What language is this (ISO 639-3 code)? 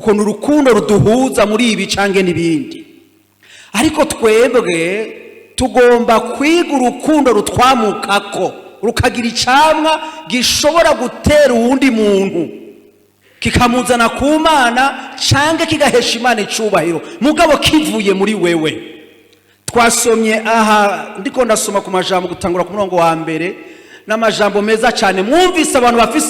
run